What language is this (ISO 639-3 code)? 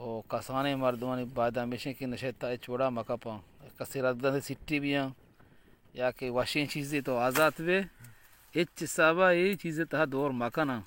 bal